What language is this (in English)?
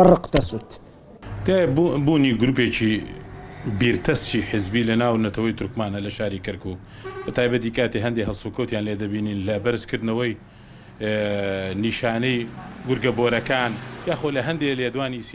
Central Kurdish